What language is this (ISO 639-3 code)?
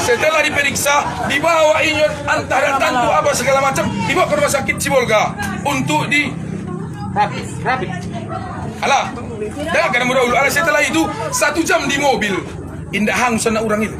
min